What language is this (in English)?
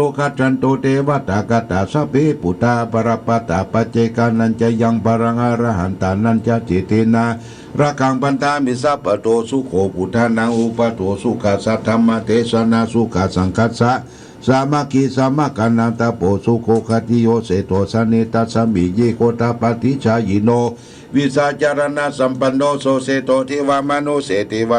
Pali